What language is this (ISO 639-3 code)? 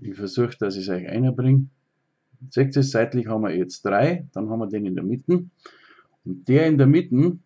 bar